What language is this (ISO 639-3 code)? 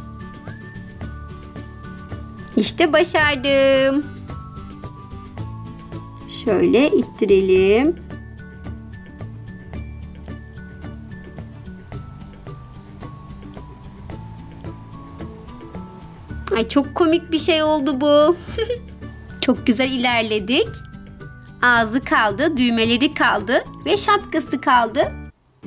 tur